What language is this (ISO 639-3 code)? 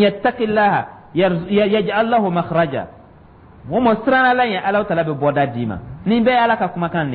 dyu